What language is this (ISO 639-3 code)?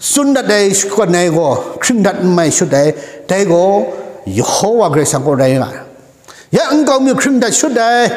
kac